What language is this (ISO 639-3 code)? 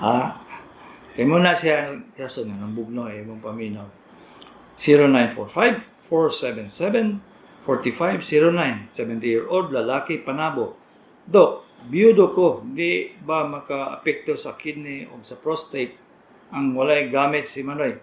ceb